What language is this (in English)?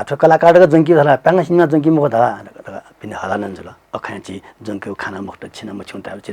Newari